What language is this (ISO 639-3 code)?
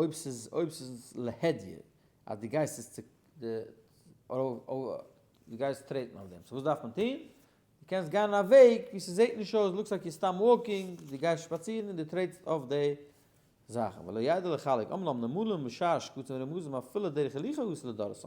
yid